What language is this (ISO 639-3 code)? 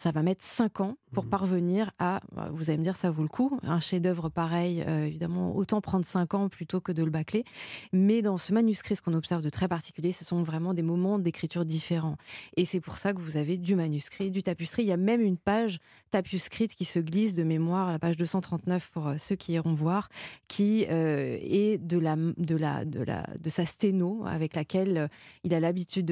fra